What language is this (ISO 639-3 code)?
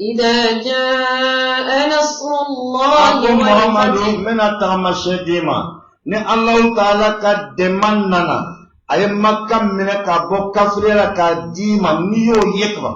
bam